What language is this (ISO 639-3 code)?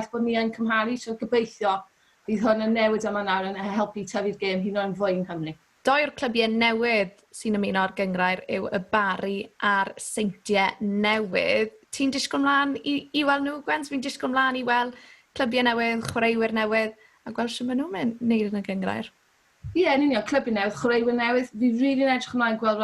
cym